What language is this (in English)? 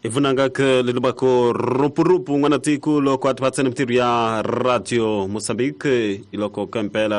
Tsonga